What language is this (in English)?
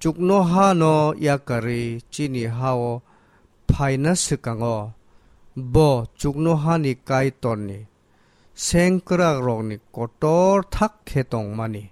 Kok Borok